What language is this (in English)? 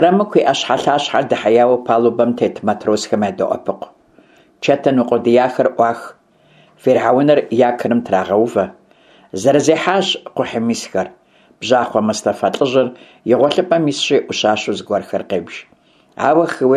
Kabardian